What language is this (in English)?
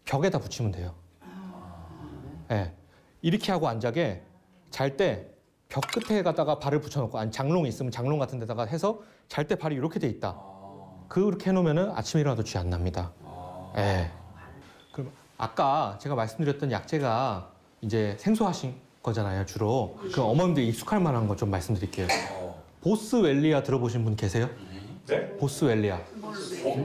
Korean